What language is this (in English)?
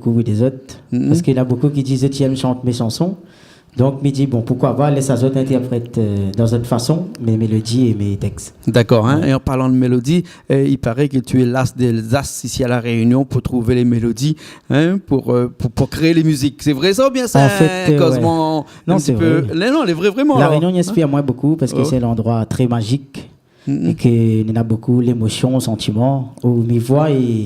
Réunion Creole French